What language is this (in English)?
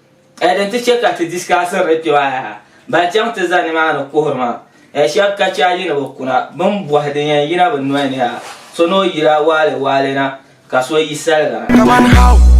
Dagbani